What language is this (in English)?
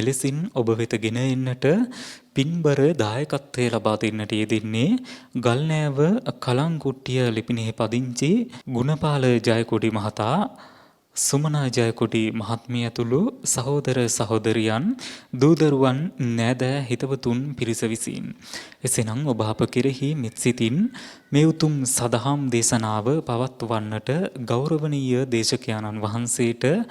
Sinhala